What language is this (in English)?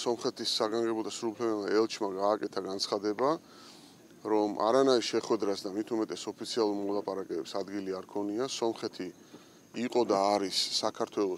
Georgian